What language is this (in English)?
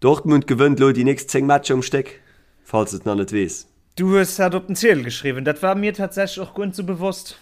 Luxembourgish